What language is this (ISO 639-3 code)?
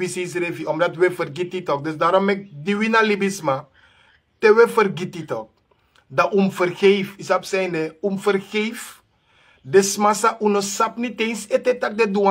srn